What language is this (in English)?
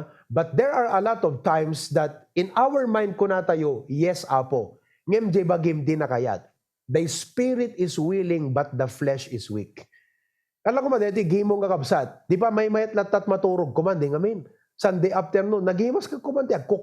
Iloko